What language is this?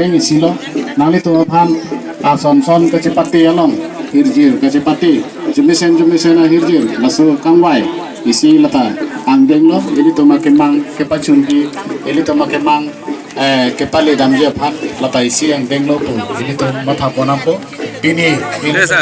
Karbi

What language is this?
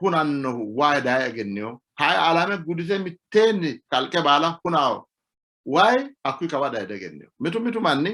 Sidamo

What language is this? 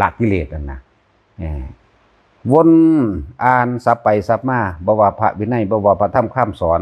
Northeastern Thai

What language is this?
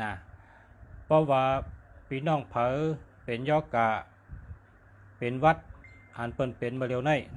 Shan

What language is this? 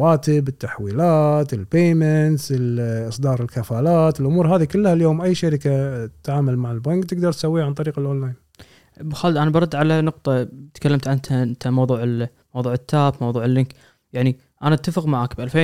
Gulf Arabic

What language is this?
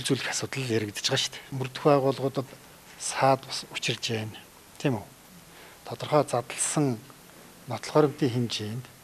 Mongolian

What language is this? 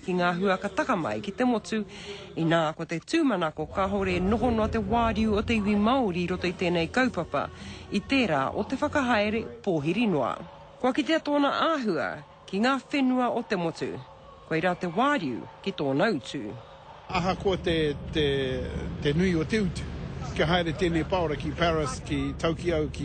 Māori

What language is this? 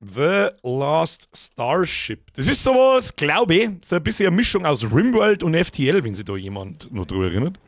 Bavarian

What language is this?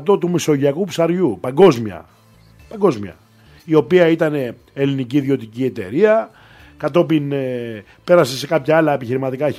Greek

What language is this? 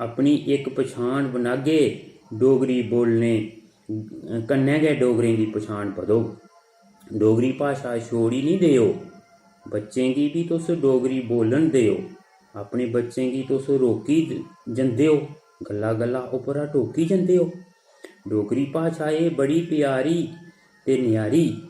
Dogri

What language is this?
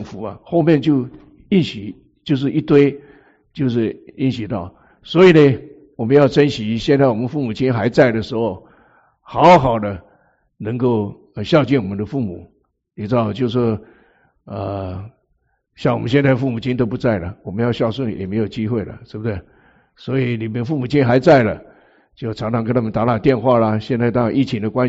Chinese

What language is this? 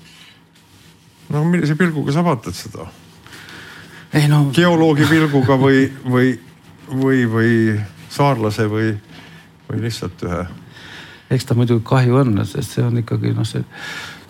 Estonian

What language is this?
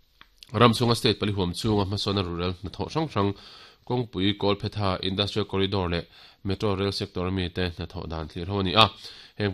Mizo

